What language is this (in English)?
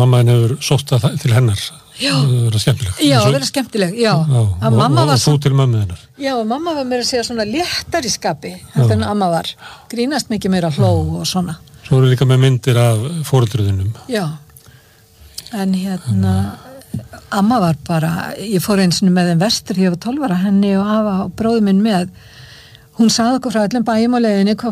Icelandic